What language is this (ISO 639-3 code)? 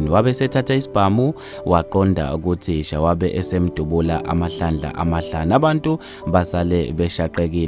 zul